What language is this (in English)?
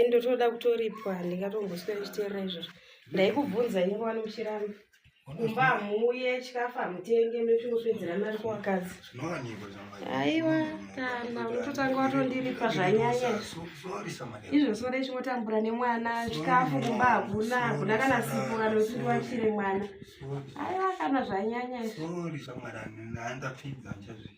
Shona